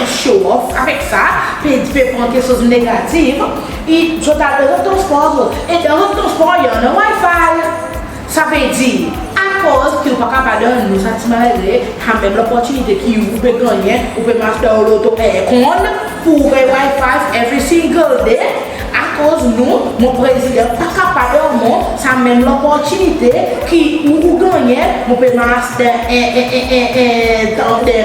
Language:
Seselwa Creole French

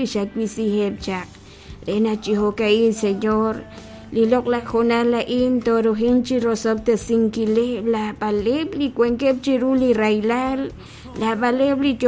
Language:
Kekchí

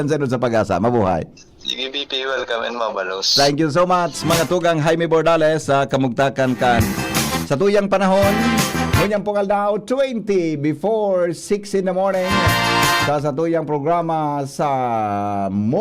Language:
Bikol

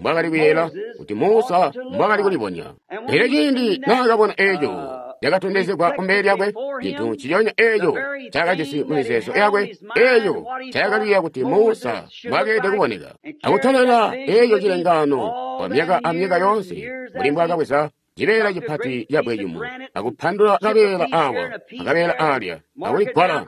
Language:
Tonga (Zambia)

